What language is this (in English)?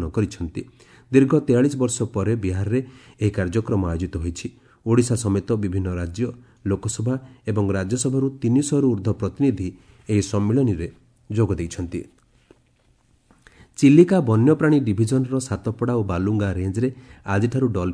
Odia